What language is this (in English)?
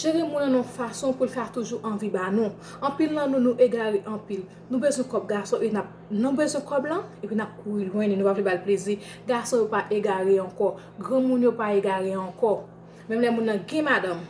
Haitian Creole